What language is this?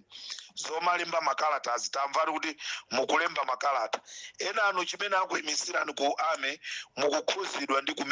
Nyanja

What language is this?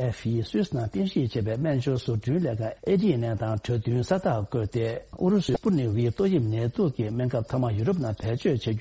Tibetan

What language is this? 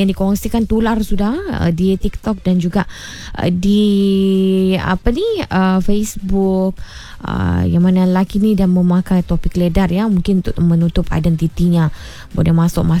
Malay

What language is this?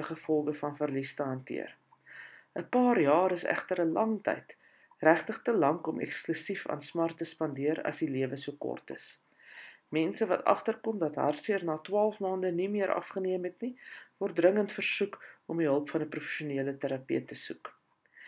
Afrikaans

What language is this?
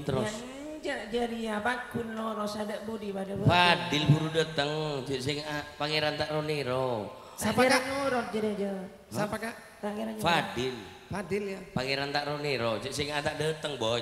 Madurese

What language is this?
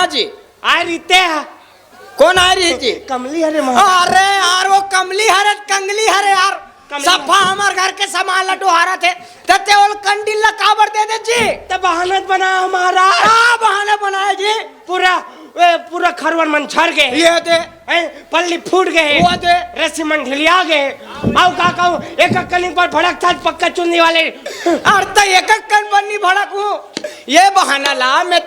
Chhattisgarhi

